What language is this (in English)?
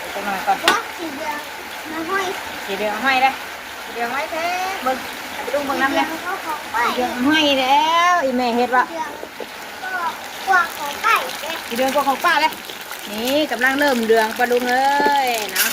Northeastern Thai